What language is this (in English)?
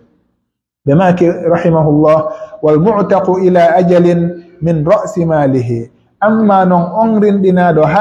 Pular